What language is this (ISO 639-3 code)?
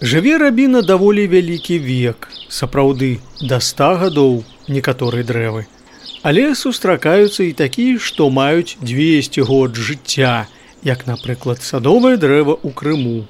bel